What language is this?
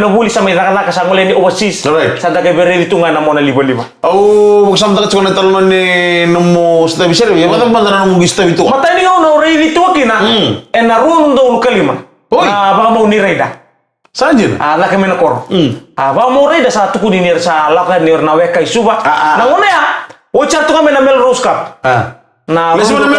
Fijian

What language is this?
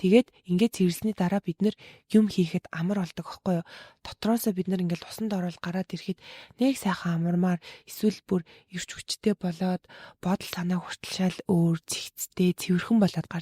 Mongolian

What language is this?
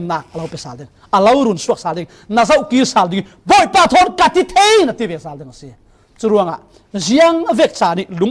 Falam Chin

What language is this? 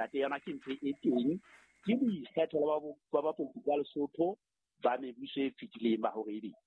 Southern Sotho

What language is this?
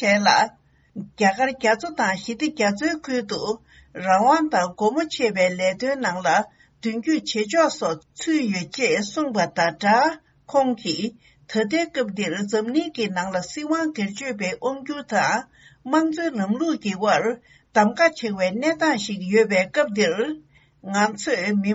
Tibetan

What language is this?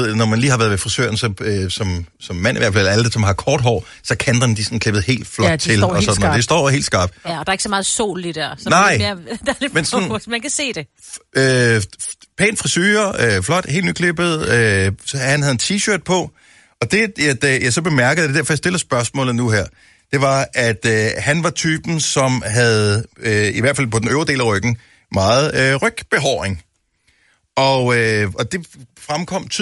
Danish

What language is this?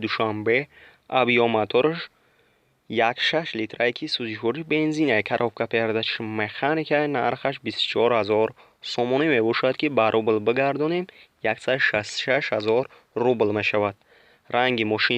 Tajik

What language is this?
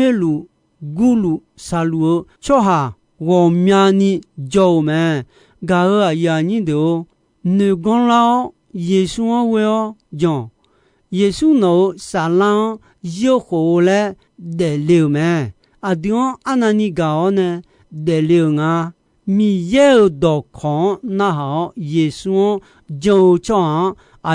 Akha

